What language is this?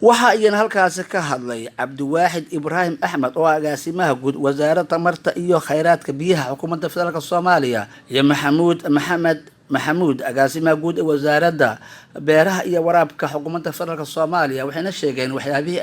Somali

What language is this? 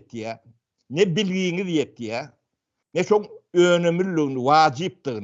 Turkmen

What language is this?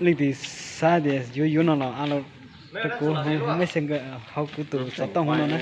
Hmong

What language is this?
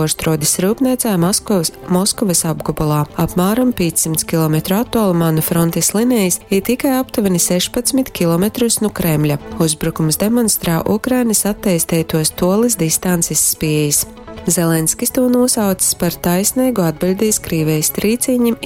Latgalian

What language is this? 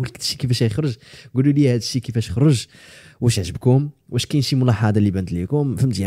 Moroccan Arabic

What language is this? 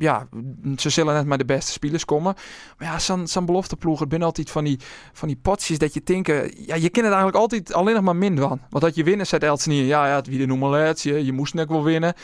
Western Frisian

